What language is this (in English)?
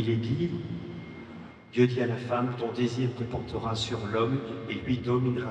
French